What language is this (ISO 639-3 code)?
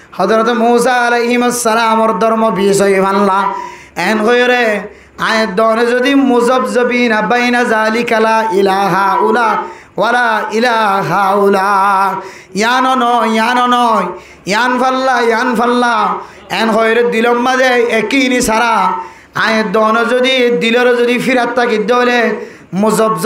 rhg